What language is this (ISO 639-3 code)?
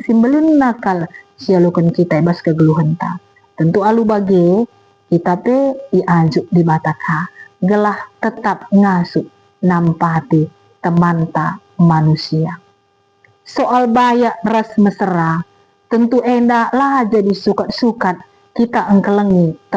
btx